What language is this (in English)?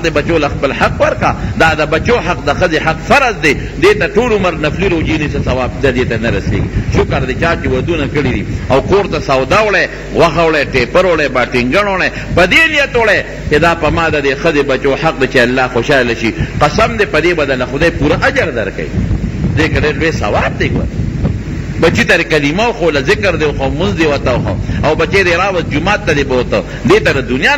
Pashto